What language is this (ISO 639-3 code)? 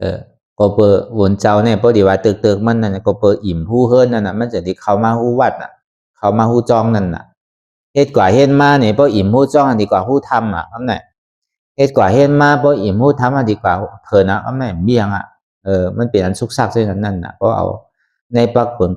shn